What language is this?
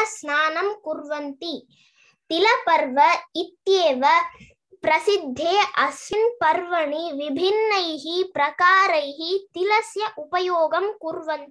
Sanskrit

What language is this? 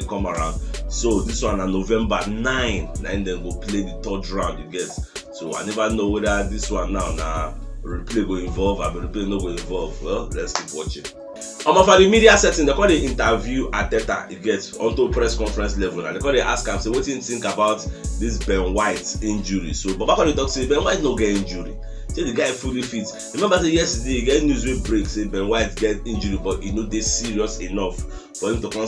Nigerian Pidgin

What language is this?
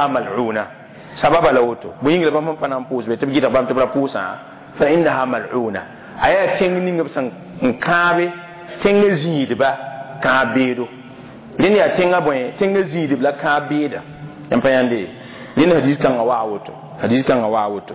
Mossi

